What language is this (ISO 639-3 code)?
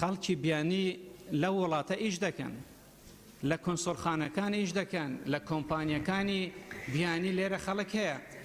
ckb